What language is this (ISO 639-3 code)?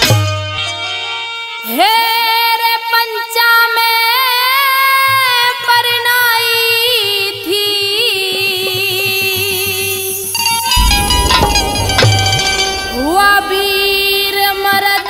bgc